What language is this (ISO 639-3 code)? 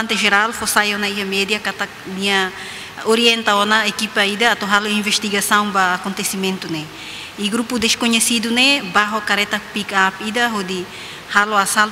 tet